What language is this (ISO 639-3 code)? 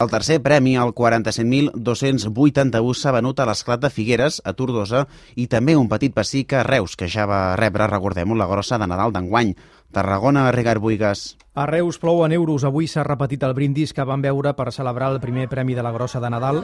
cat